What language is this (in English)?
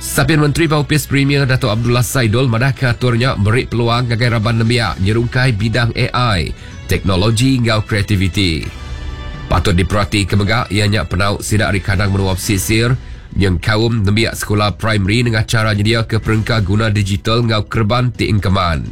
Iban